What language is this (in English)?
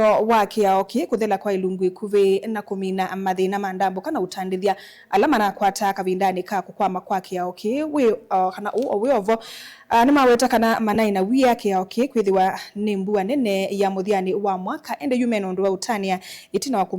Kamba